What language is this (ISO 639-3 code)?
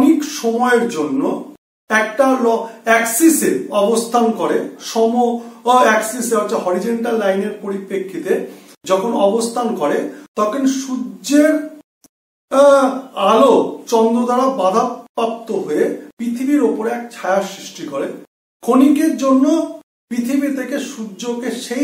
ben